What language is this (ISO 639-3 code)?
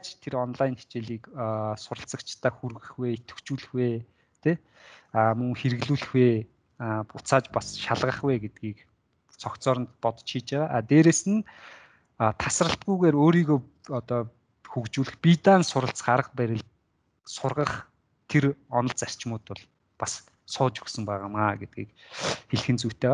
mon